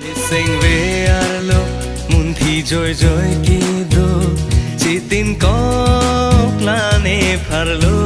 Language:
Karbi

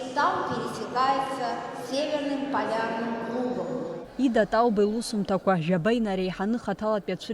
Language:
Abkhazian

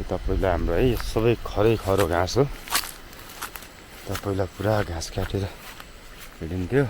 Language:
Nepali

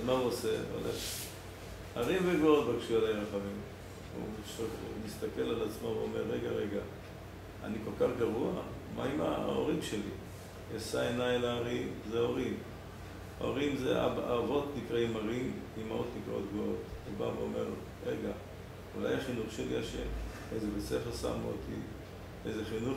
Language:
Hebrew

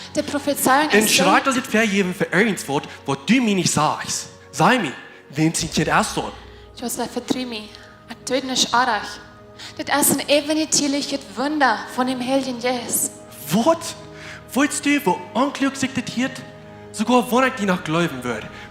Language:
Plautdietsch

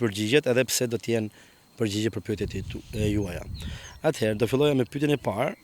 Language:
Albanian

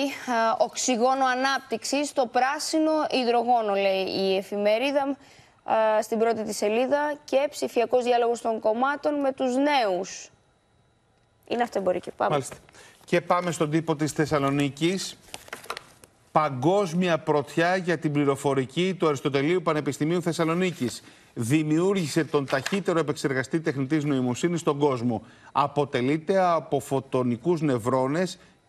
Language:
Greek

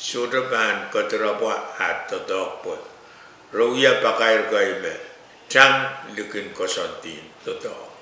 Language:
Pohnpeian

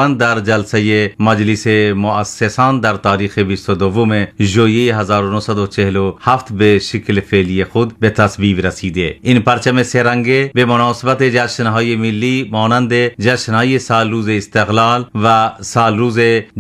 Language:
Persian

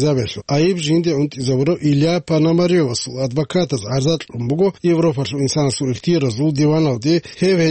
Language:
Avaric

